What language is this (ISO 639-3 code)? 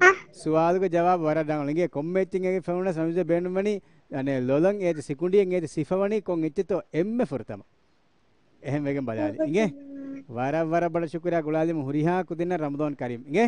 div